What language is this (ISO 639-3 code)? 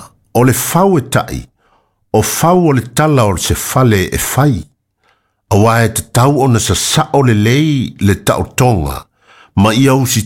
smo